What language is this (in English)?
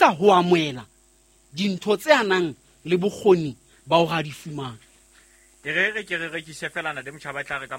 Southern Sotho